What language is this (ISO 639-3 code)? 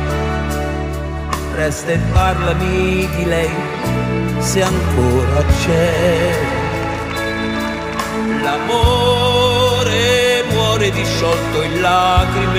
ita